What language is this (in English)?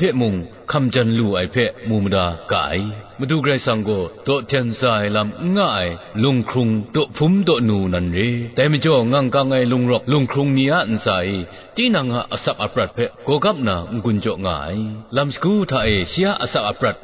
Kachin